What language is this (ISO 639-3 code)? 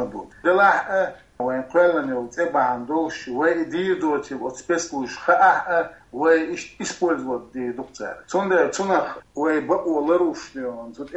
che